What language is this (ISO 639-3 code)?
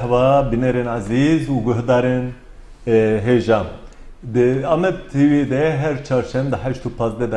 kur